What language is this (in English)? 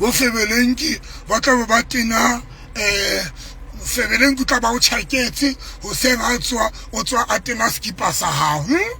Southern Sotho